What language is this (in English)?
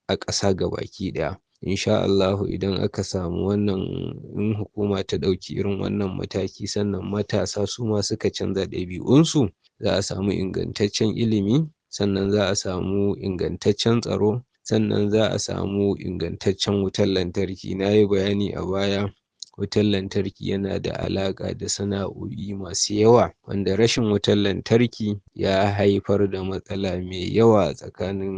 Hausa